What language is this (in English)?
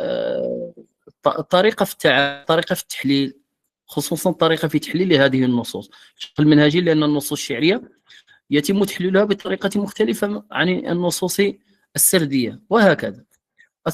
Moroccan Arabic